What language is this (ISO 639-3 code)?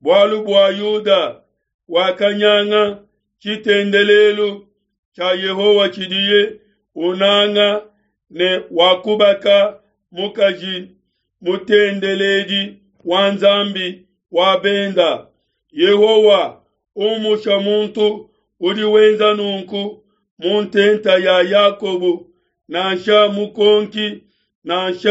lua